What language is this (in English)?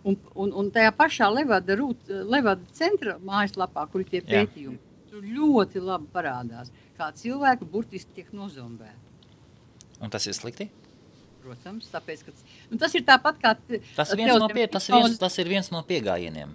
Latvian